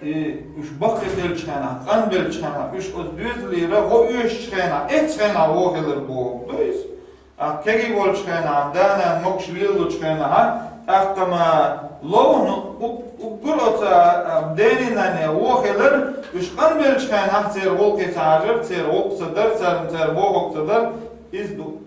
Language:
Chechen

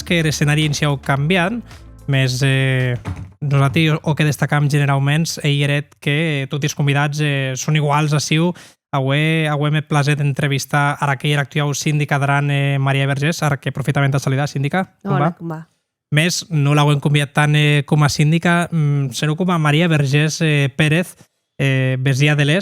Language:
Occitan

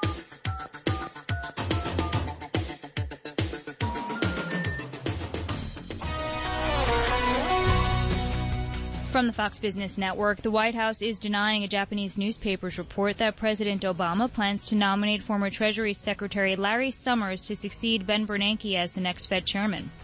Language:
English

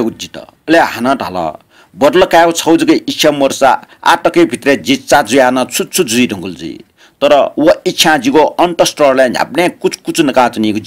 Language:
Newari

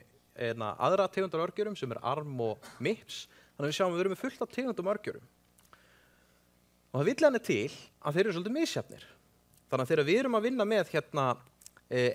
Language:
Icelandic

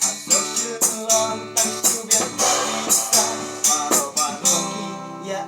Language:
Khasi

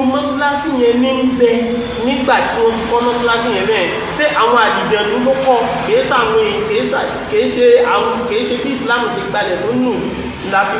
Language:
Yoruba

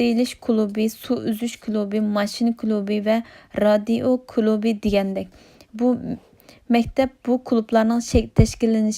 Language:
Uyghur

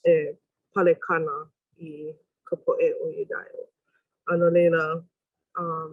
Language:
Hawaiian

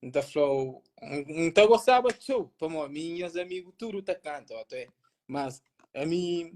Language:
Kabuverdianu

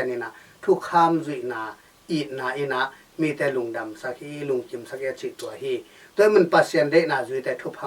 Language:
Tedim Chin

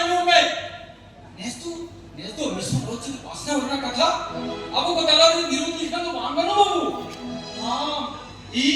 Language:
Santali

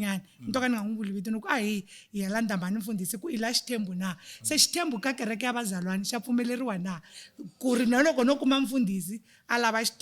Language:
Tsonga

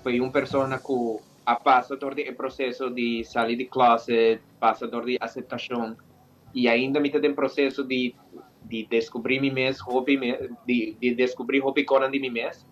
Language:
Papiamento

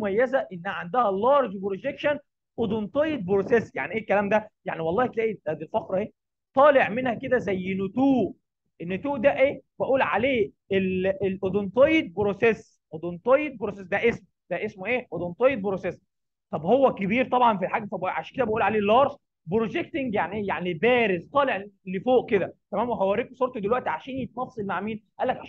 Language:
Egyptian Arabic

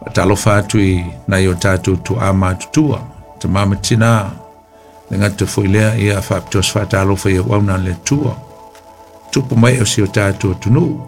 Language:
Samoan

